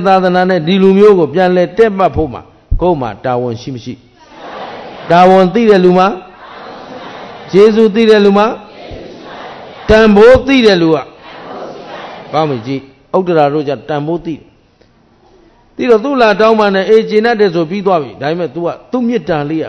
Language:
Burmese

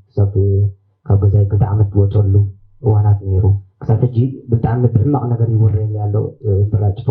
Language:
Tigrinya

